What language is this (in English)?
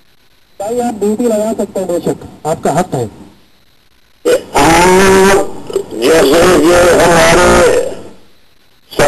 Urdu